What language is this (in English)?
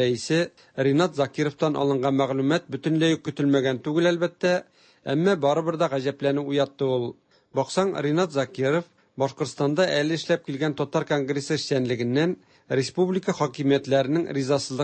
Tatar